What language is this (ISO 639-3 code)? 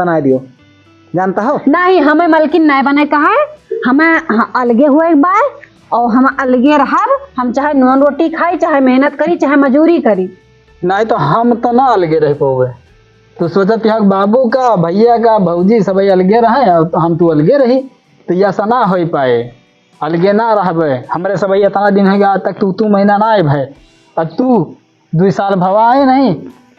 awa